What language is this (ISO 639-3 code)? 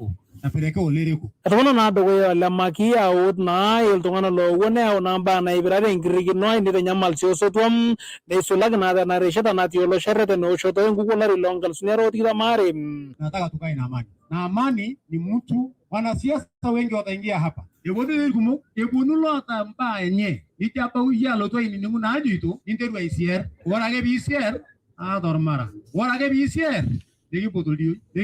mas